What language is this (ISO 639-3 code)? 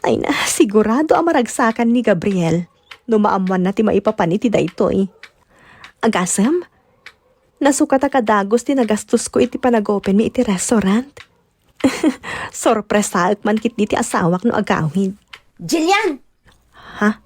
ilo